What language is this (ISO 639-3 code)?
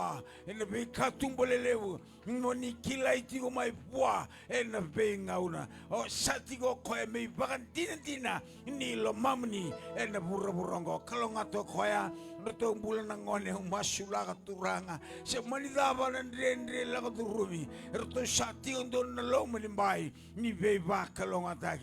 fij